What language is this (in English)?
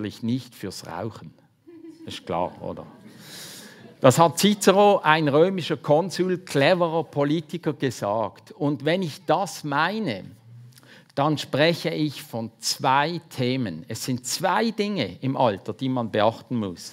German